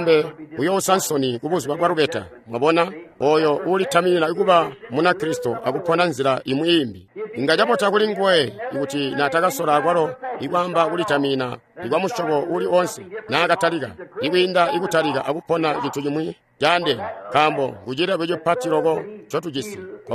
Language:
Tonga (Zambia)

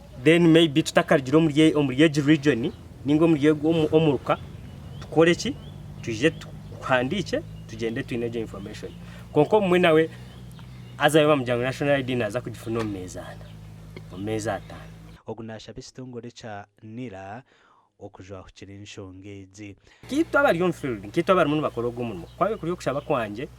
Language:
Nyankole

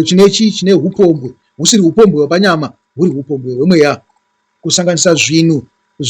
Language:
Shona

